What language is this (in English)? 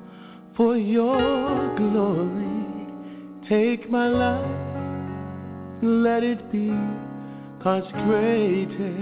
English